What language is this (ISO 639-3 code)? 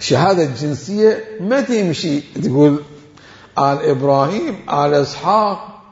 acm